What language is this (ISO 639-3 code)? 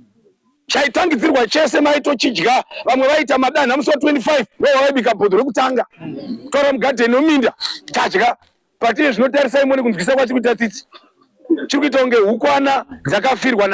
sna